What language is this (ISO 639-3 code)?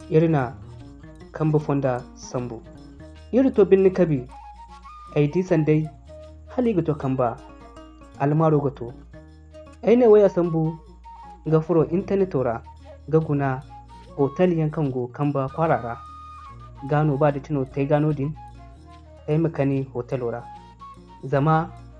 dje